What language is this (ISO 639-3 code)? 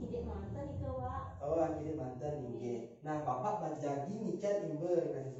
ban